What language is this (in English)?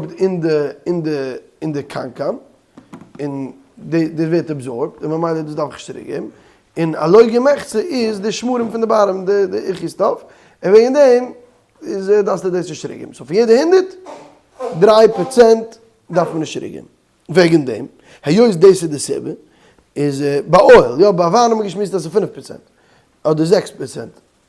Yiddish